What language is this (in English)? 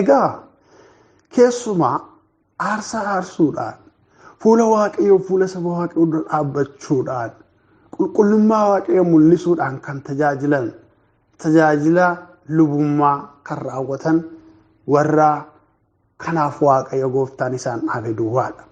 Oromo